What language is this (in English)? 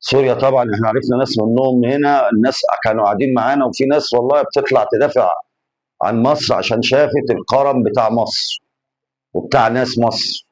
Egyptian Arabic